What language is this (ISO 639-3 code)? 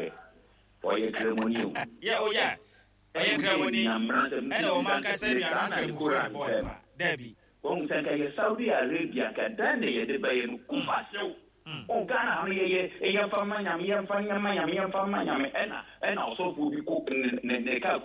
aka